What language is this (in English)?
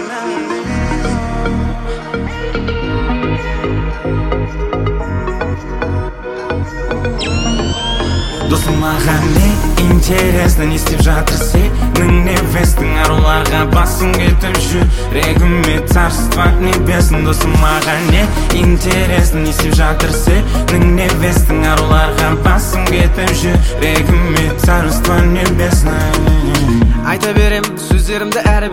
Kazakh